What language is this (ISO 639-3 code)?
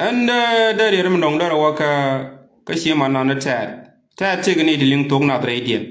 nus